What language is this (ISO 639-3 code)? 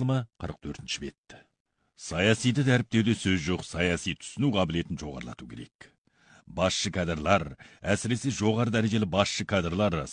kaz